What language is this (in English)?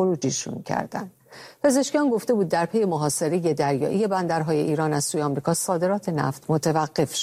Persian